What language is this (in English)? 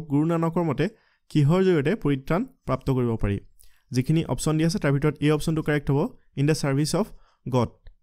Assamese